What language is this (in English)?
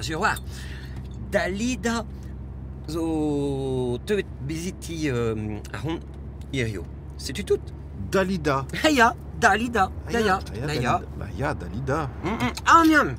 Breton